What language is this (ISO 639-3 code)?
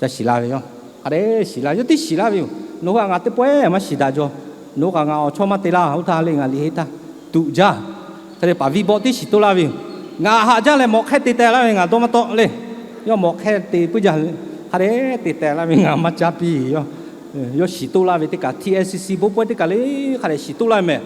lhu